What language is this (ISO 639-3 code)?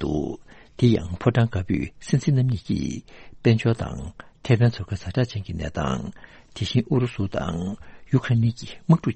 bod